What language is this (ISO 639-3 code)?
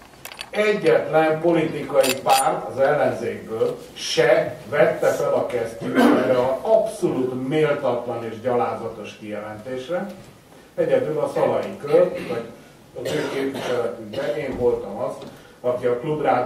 hun